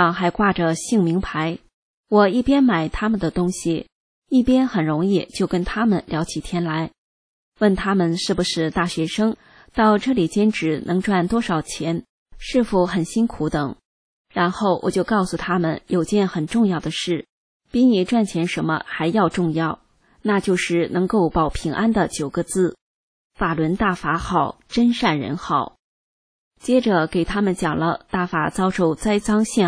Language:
Chinese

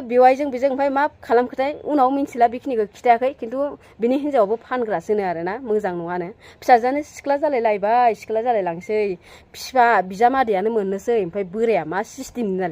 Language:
Bodo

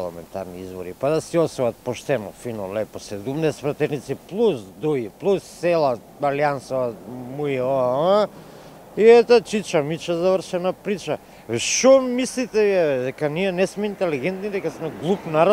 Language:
Macedonian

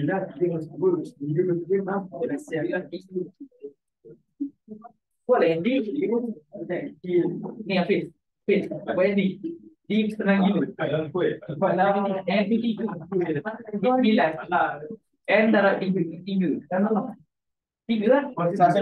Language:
Malay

